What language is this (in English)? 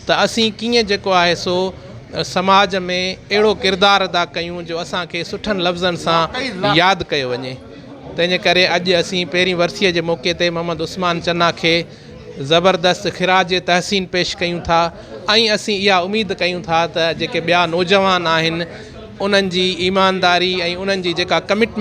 Sindhi